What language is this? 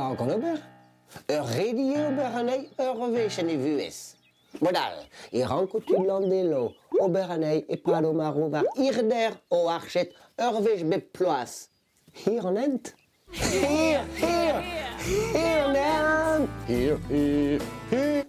Breton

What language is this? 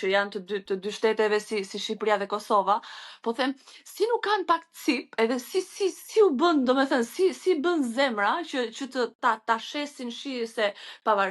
Albanian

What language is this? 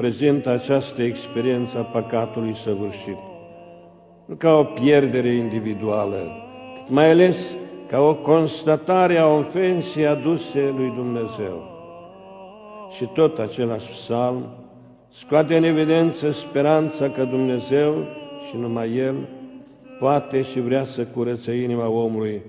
Romanian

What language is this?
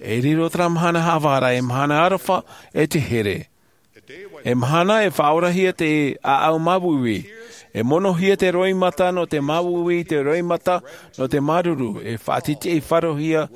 Tahitian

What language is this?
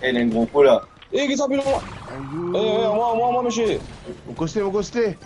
Morisyen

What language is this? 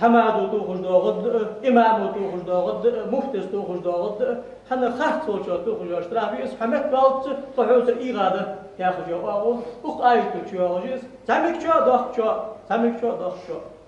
Ingush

